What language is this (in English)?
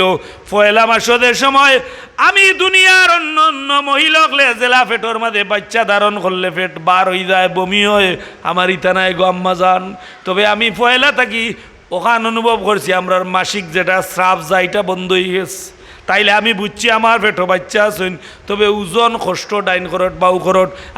Sylheti